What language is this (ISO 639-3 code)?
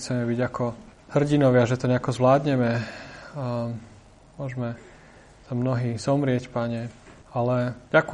slk